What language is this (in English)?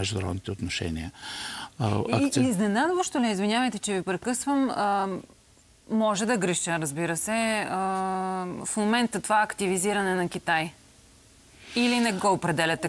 Bulgarian